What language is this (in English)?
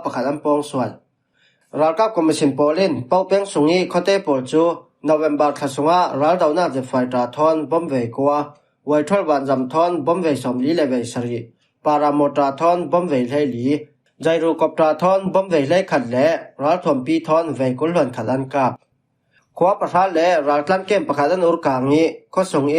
Falam Chin